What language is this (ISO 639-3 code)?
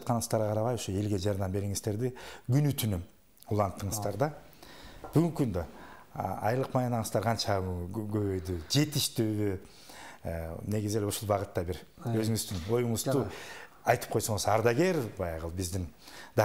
kir